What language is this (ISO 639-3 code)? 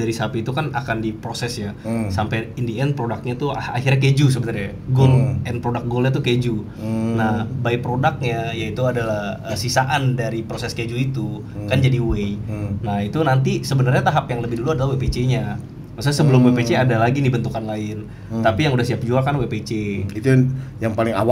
ind